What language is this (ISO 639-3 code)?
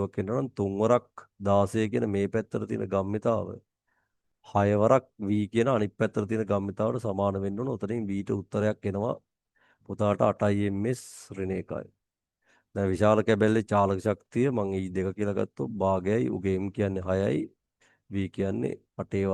sin